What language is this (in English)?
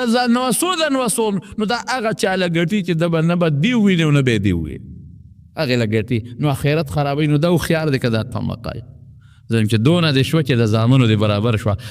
Pashto